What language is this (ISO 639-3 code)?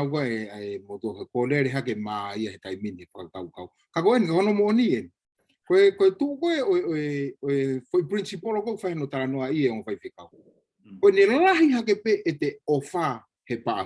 ton